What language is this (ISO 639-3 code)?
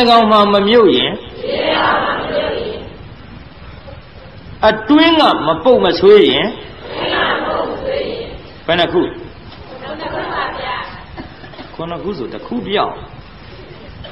mya